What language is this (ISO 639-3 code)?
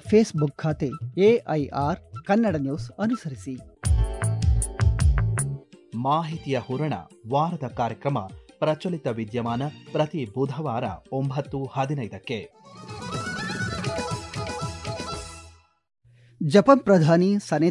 kan